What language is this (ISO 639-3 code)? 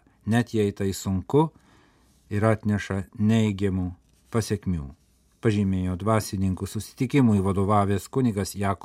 lit